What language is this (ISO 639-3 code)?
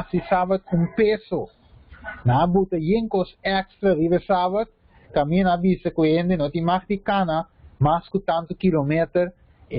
pap